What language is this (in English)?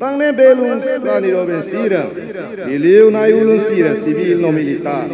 Tetum